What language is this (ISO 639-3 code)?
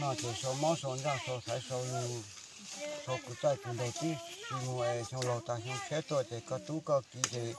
hmn